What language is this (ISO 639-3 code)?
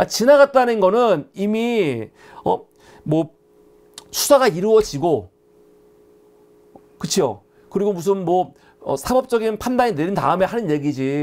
kor